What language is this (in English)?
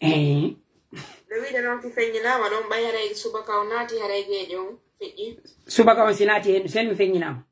Pular